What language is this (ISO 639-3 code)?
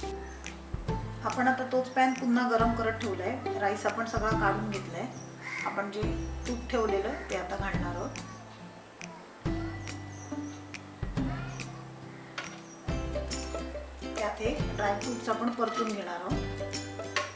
mar